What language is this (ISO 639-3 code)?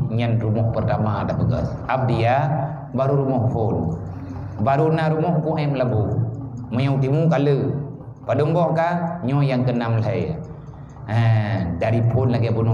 ace